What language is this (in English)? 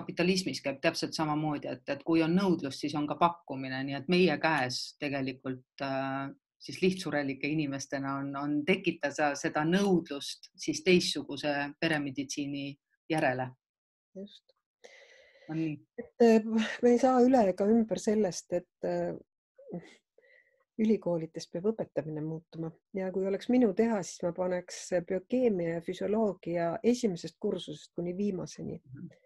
Estonian